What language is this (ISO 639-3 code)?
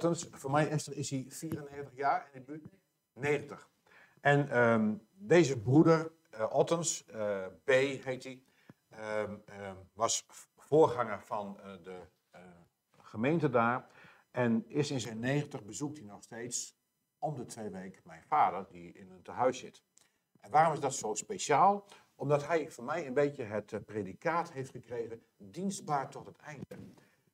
nld